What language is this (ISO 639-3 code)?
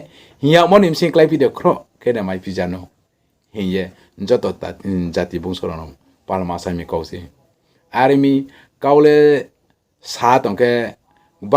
ria